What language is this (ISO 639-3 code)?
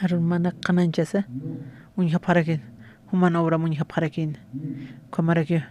aym